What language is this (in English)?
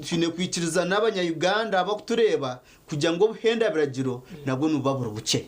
Nyankole